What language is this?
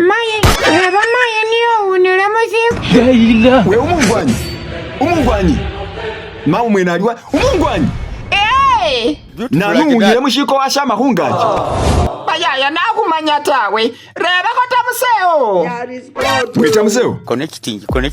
Masaaba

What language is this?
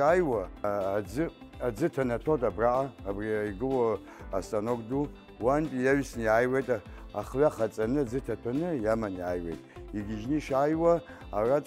Abkhazian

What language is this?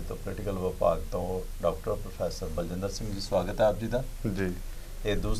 Punjabi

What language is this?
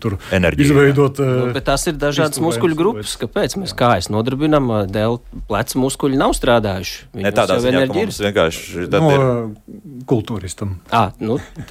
Latvian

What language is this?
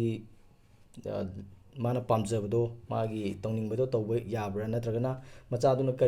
Manipuri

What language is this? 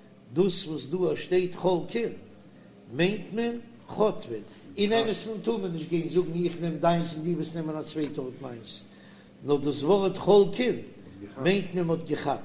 Yiddish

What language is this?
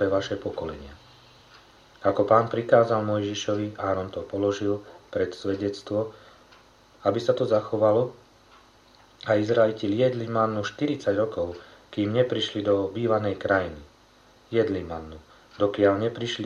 Slovak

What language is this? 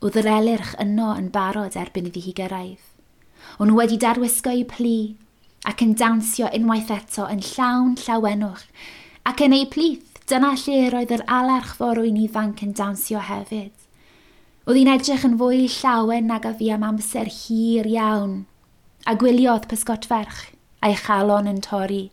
Welsh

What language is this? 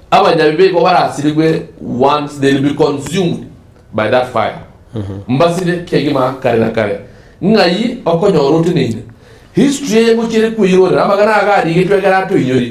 Gusii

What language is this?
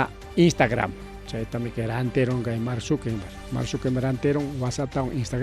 Ayacucho Quechua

